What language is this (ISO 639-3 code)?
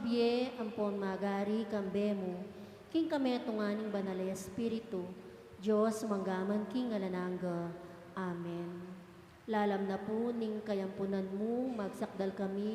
pam